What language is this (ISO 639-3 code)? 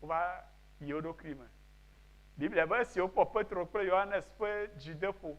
ewe